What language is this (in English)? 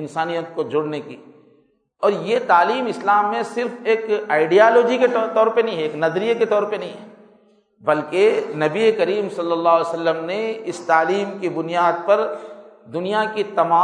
Urdu